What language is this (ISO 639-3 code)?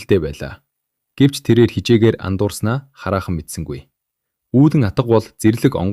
mon